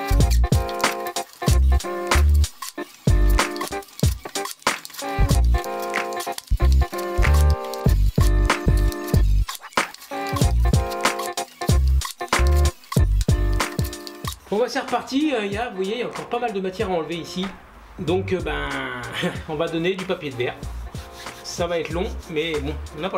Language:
French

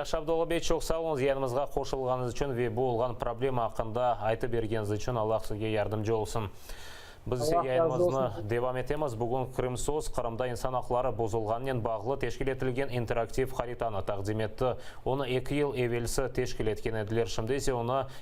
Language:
Crimean Tatar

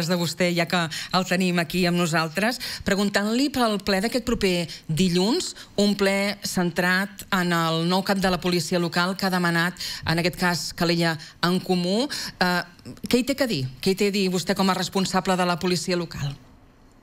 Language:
Catalan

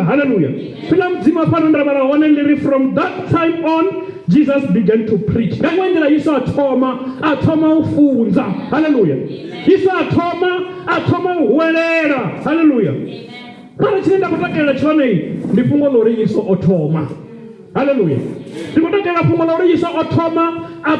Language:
Venda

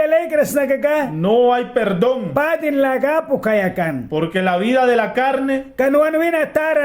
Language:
Mískito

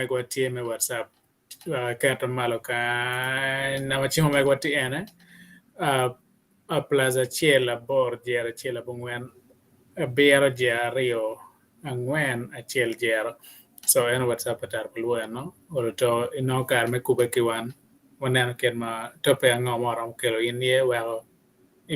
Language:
Acoli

